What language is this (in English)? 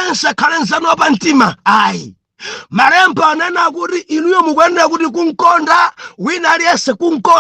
Nyanja